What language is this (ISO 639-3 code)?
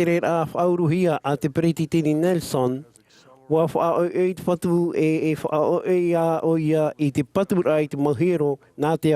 tah